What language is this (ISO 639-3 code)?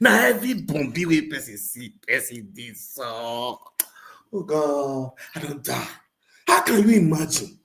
pcm